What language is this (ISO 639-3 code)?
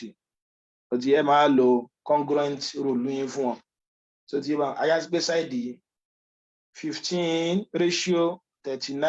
yor